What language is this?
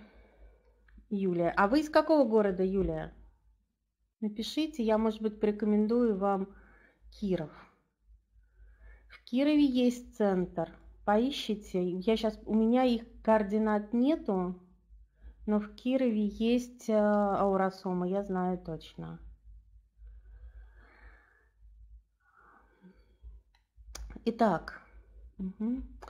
Russian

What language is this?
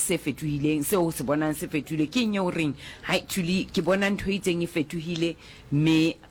Southern Sotho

